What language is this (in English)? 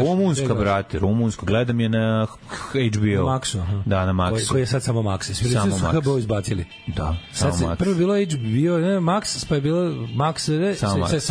Serbian